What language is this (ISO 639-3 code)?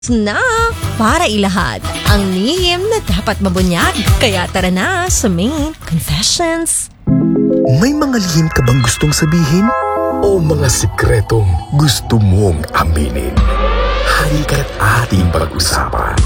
fil